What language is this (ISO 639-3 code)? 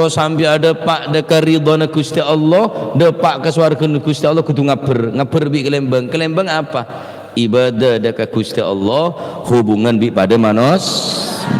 mad